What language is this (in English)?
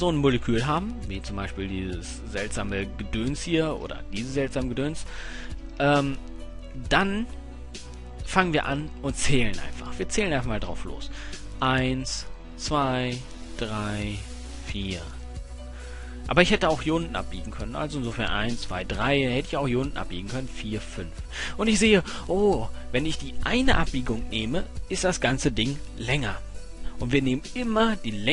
German